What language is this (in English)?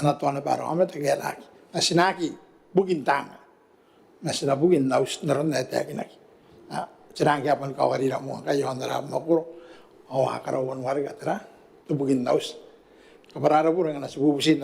Gilbertese